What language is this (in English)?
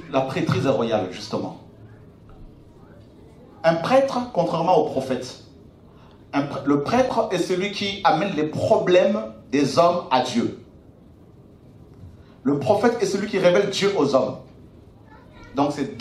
French